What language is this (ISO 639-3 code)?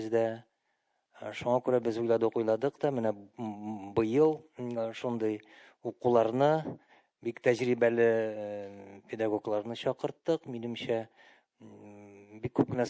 tat